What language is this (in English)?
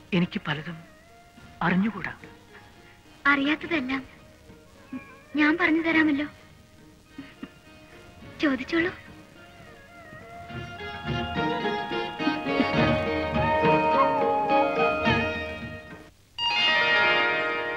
Malayalam